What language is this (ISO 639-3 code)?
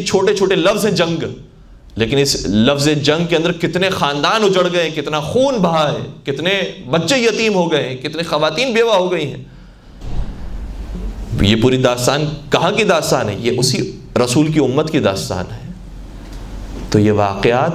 urd